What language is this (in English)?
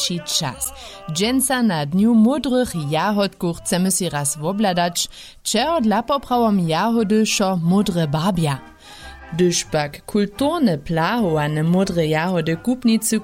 Upper Sorbian